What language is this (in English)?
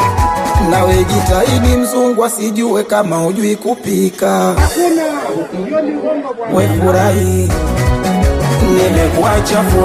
Swahili